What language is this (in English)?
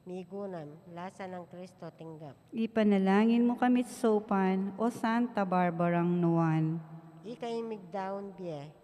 Pampanga